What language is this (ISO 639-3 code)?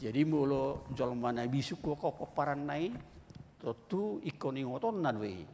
bbc